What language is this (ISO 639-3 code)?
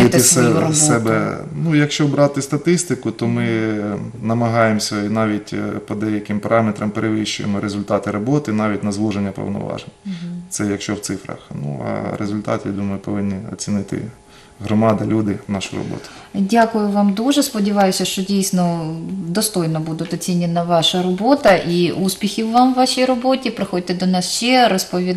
ukr